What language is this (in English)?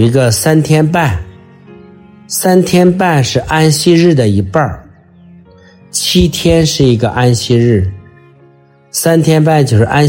Chinese